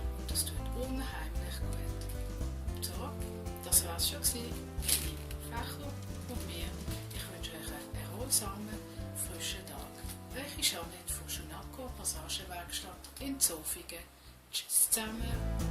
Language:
Swiss German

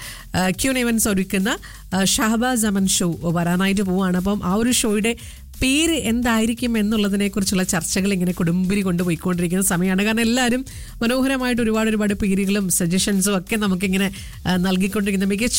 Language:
Malayalam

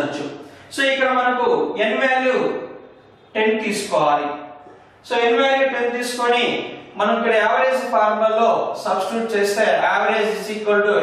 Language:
Telugu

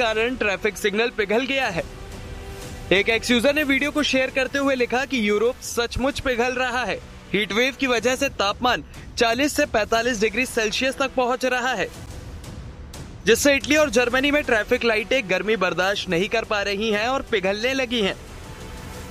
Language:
Hindi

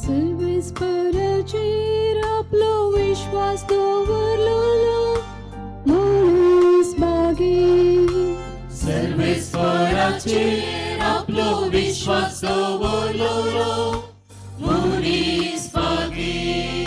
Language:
Konkani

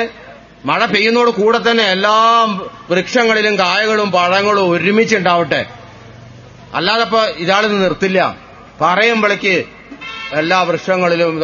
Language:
Malayalam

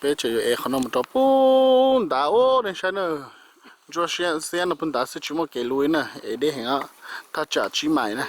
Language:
Hmong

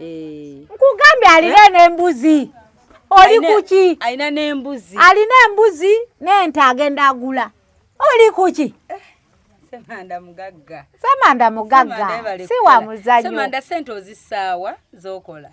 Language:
Ganda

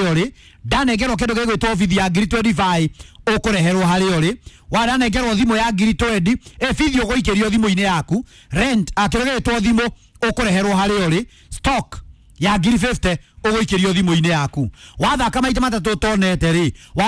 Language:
Kikuyu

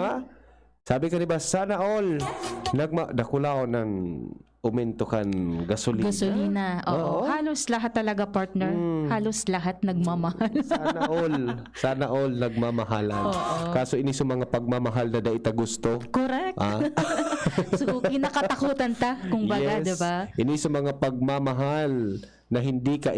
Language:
Bikol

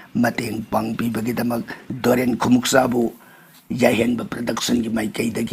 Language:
Manipuri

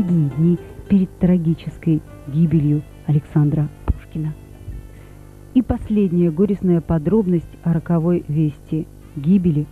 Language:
Russian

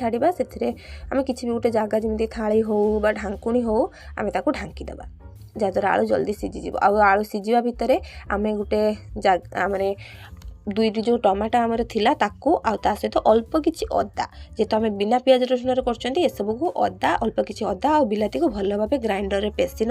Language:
Odia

